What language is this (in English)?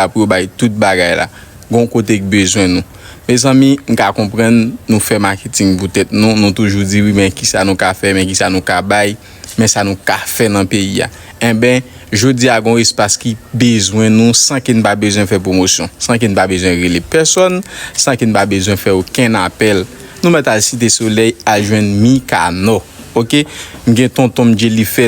Haitian Creole